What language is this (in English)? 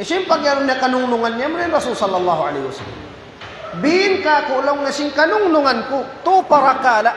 Tausug